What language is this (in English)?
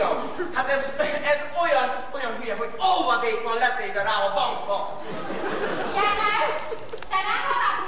Hungarian